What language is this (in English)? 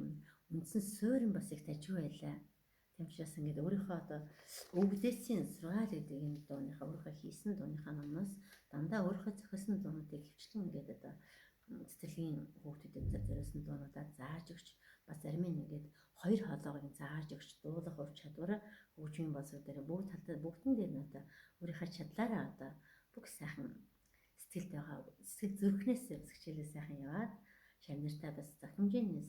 Mongolian